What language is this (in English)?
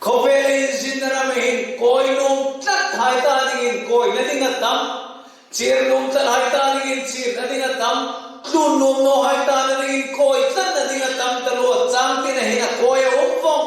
Hmar